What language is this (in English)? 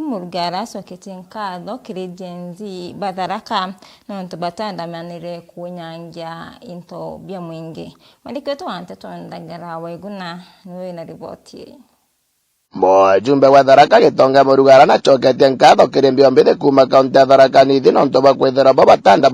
Meru